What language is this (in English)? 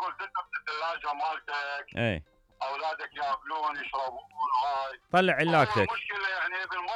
Mesopotamian Arabic